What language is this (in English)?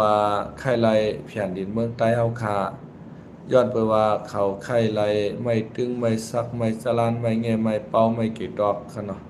Shan